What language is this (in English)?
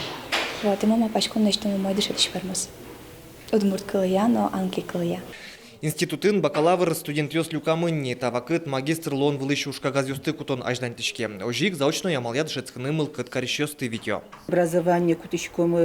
Udmurt